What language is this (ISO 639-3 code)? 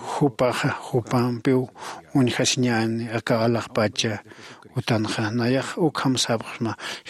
aym